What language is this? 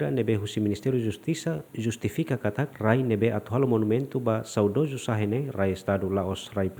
Tetum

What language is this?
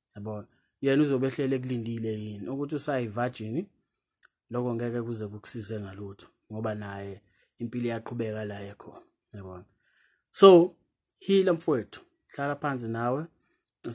Zulu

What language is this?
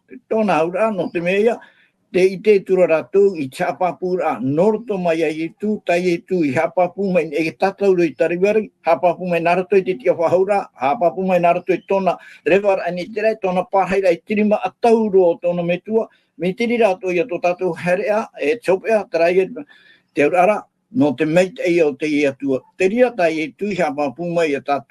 Tahitian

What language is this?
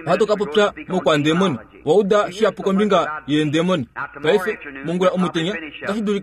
Kuanyama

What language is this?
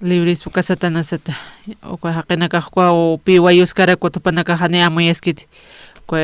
Aymara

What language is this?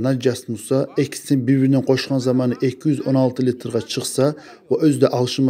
Kumyk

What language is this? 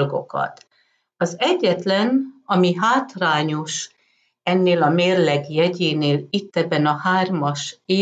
Hungarian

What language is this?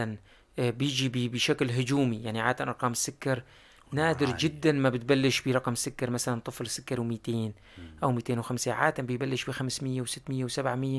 North Levantine Arabic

